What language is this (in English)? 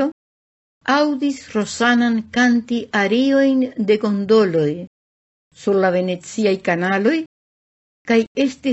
Esperanto